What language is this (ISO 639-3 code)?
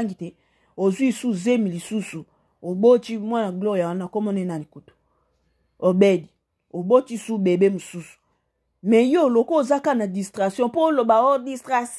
lin